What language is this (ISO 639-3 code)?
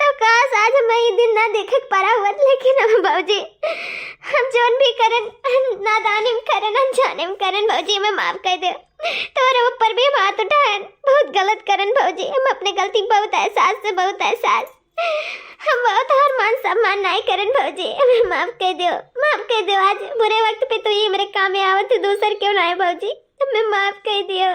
awa